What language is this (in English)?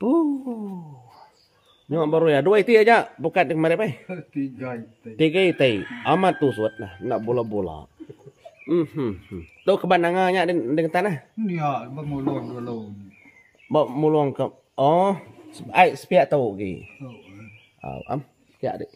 Iban